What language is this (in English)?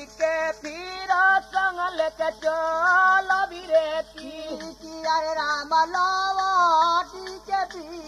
Bhojpuri